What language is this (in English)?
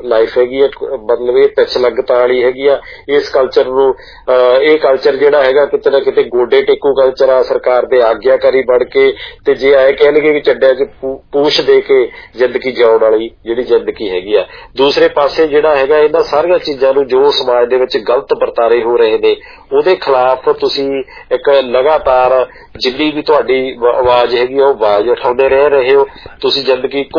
Punjabi